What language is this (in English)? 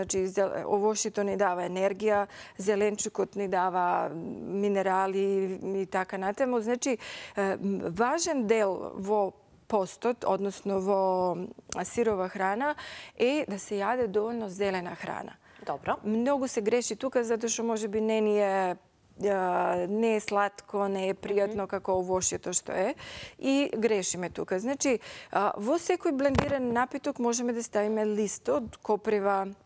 Macedonian